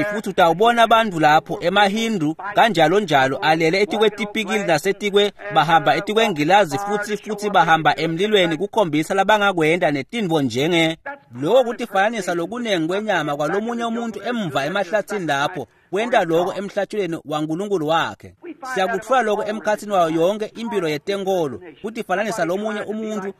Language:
Swati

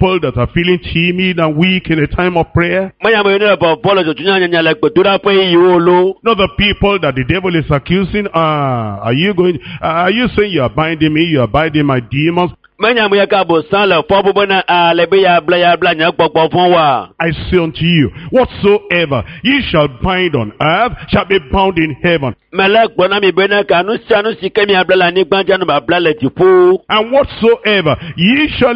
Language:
Ewe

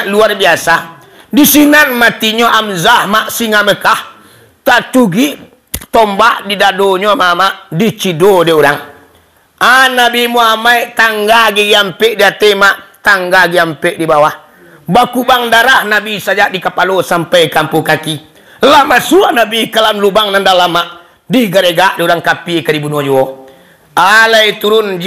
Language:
Minangkabau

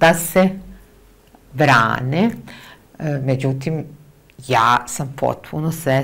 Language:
Serbian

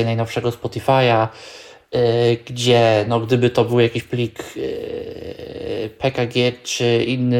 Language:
Polish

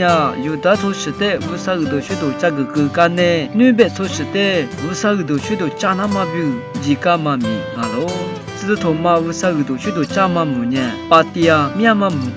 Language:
Lisu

